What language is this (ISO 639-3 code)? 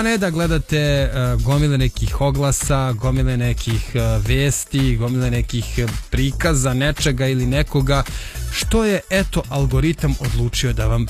srp